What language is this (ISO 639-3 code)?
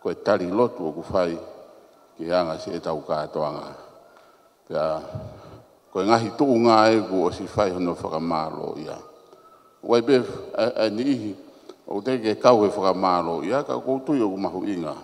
ton